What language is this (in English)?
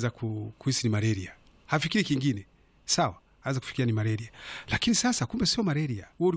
Swahili